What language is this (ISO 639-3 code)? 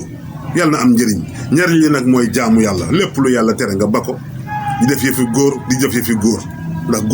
wol